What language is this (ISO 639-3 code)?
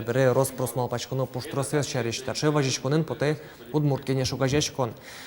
udm